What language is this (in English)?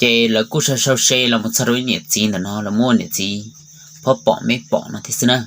Hmong